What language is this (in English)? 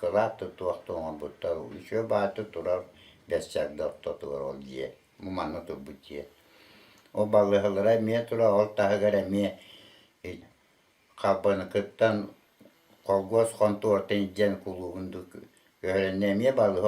Yakut